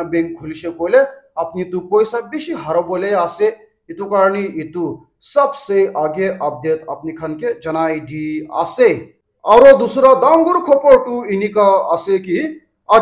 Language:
Naga Pidgin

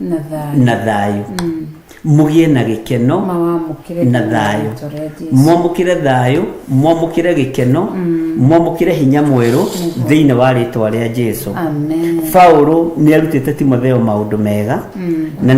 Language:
Kikuyu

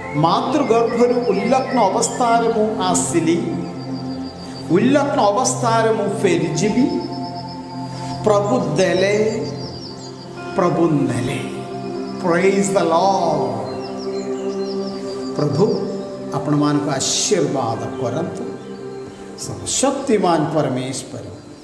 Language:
Odia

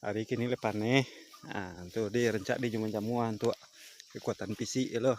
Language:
Minangkabau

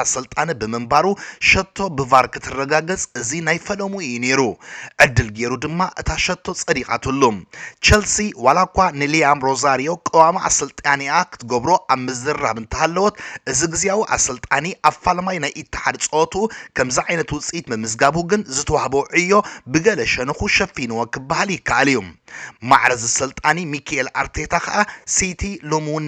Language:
Tigrinya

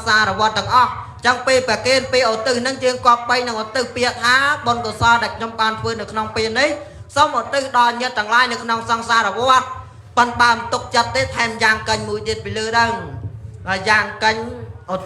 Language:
Khmer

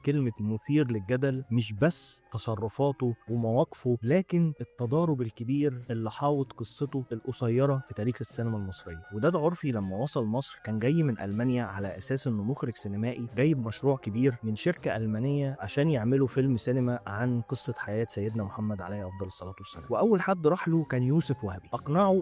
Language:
Egyptian Arabic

